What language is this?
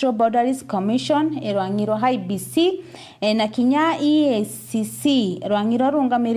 Meru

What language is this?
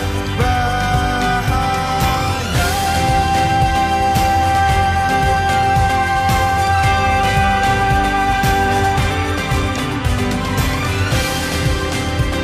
Indonesian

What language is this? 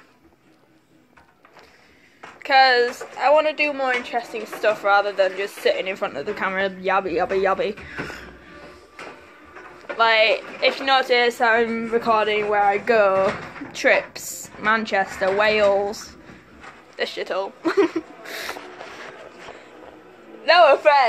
English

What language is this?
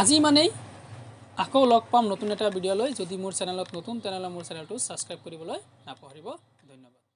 Assamese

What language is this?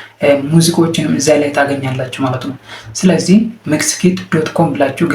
Amharic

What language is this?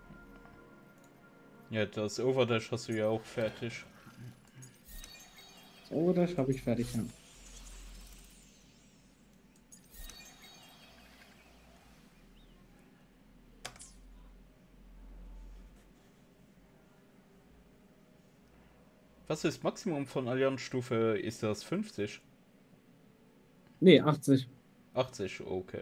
German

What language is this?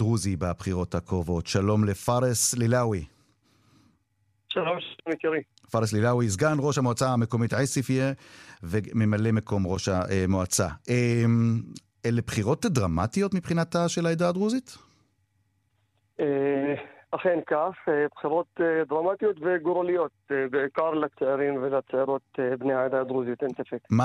Hebrew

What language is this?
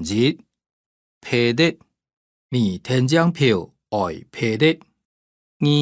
Hakka Chinese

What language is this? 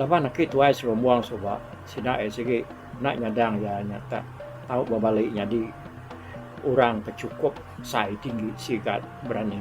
Iban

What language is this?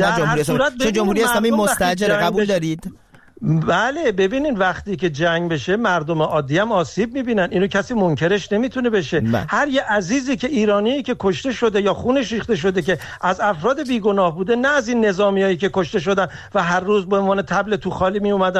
Persian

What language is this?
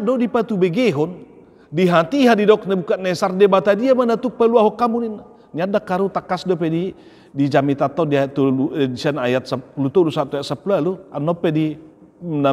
Batak Toba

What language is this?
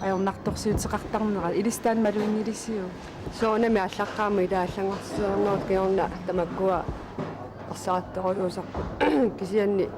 Kalaallisut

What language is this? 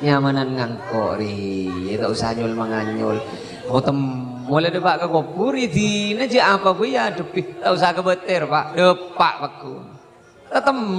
Madurese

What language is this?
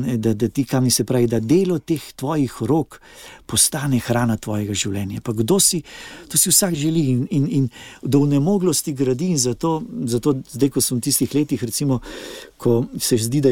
Slovenian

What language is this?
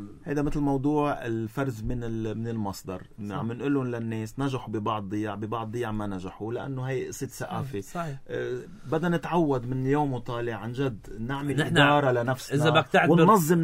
North Levantine Arabic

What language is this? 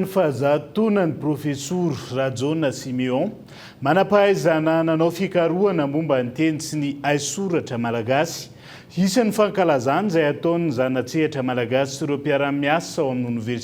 Malagasy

